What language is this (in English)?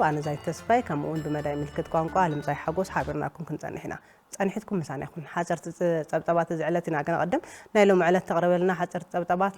Tigrinya